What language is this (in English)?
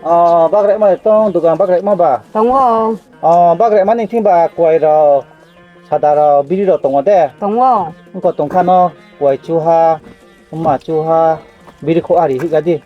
Riang (India)